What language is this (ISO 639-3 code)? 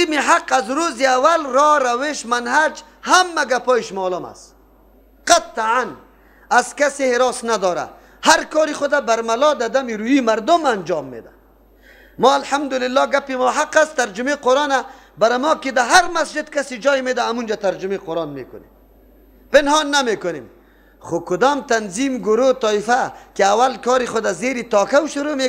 fas